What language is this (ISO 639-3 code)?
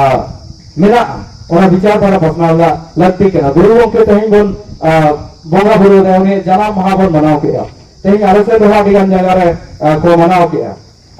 sat